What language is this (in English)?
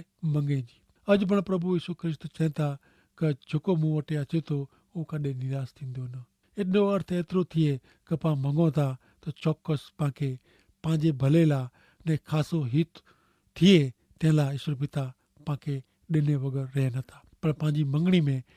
Kachhi